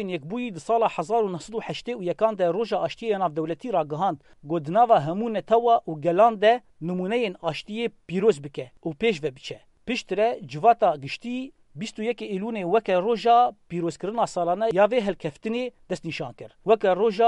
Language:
Kurdish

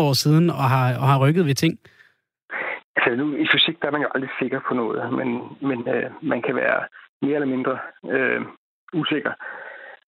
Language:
Danish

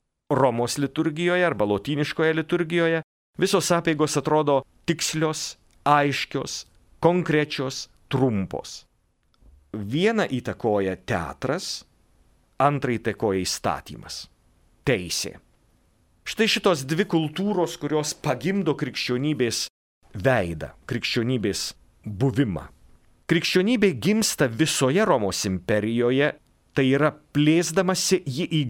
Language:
Lithuanian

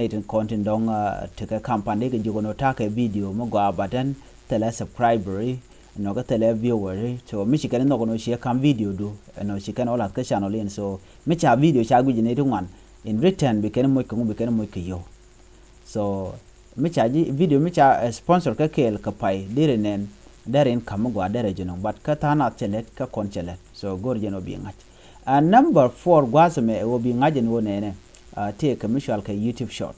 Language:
Nuer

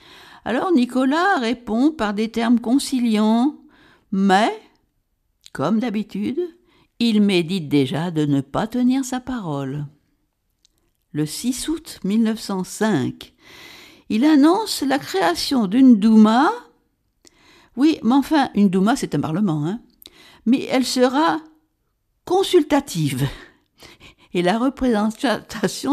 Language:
French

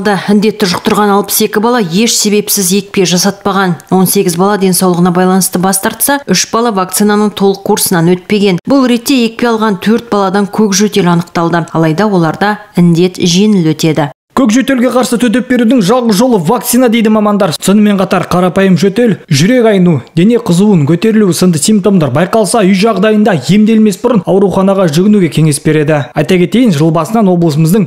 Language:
Kazakh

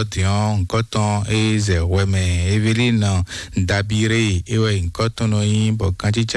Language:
Fon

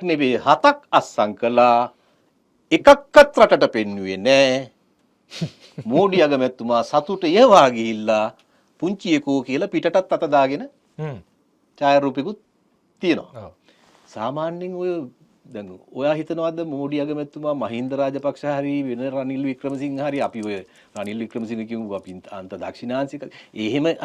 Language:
Sinhala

